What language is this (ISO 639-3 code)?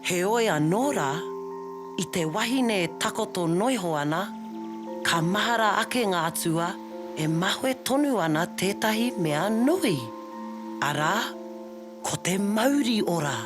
mri